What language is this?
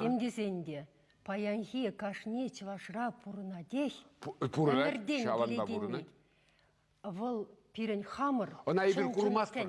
Chuvash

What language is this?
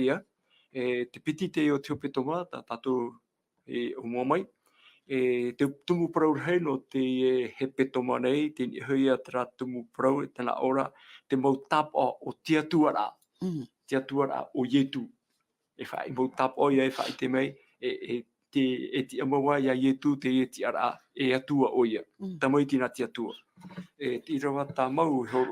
Tahitian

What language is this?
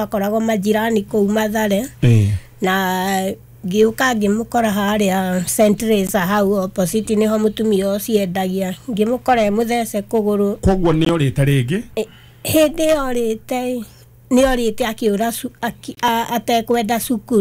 Kikuyu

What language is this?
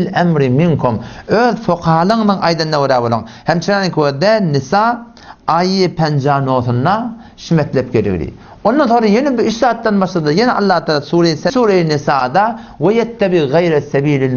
Turkmen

